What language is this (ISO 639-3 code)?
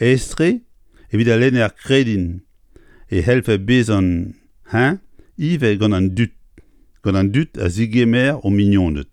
bre